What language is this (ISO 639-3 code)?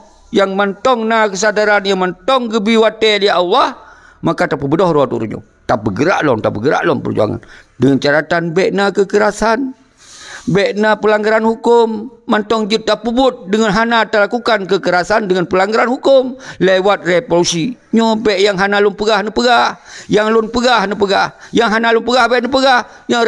ace